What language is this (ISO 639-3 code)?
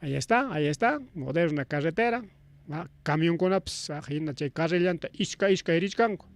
quy